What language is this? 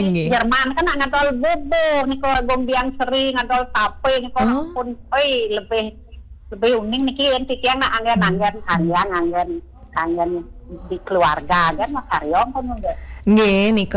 Balinese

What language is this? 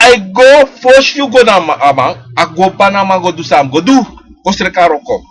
Sranan Tongo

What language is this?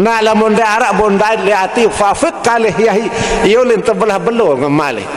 Sasak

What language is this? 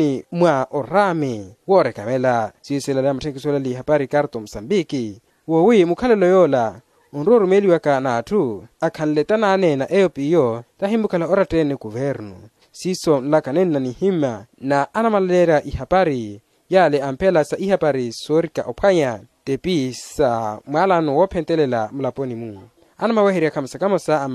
Makhuwa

